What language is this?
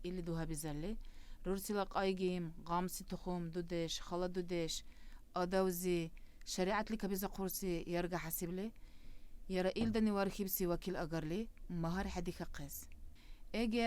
Dargwa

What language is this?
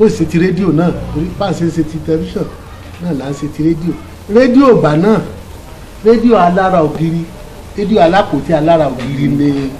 Yoruba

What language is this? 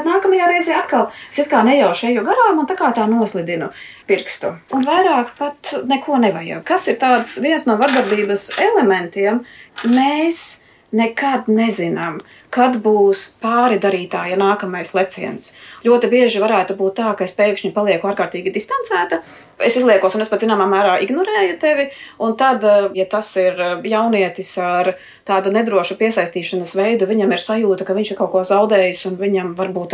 Latvian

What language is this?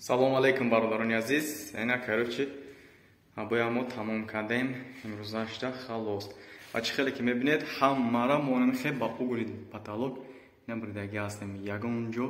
Tajik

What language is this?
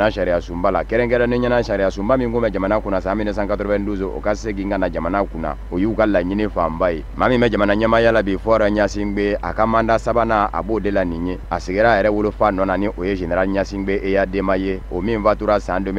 Bambara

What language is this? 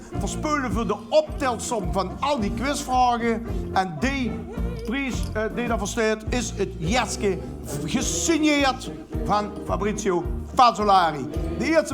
Limburgish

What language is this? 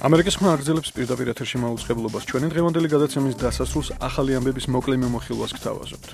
Georgian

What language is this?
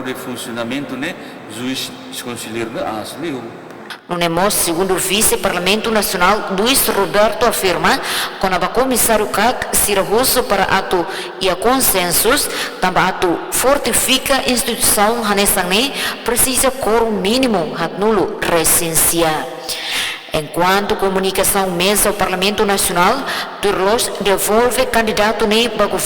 Tetum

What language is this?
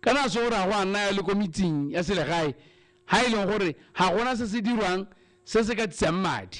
Tswana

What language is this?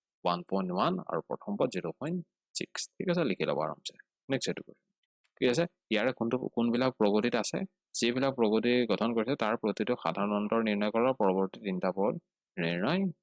Assamese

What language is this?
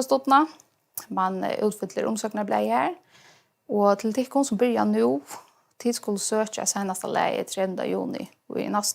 Faroese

